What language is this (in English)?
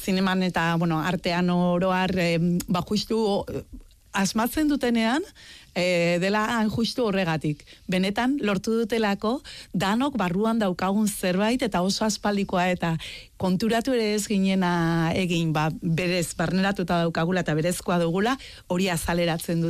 Basque